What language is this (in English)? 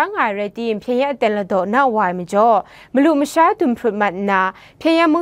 Kachin